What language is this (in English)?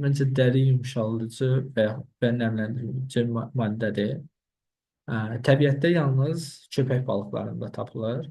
Azerbaijani